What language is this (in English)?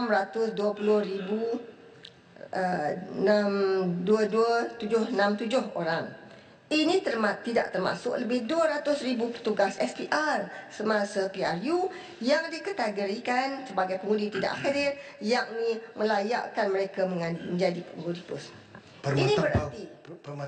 Malay